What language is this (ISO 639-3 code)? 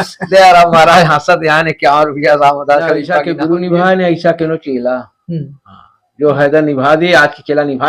awa